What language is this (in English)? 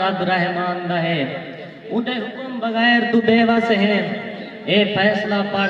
Saraiki